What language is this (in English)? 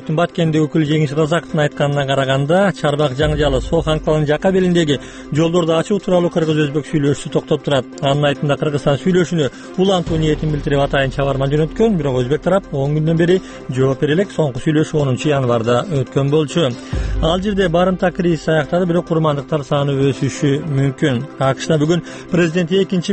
Kyrgyz